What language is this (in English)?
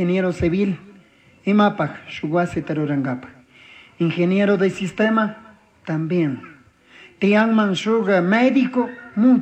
Chimborazo Highland Quichua